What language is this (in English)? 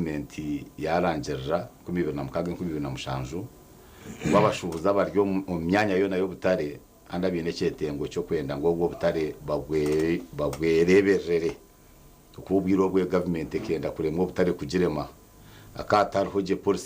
Nyankole